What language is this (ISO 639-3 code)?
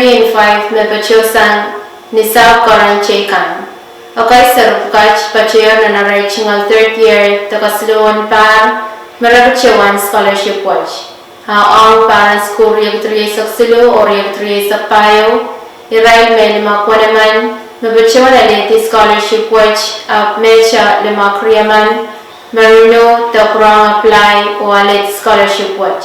pon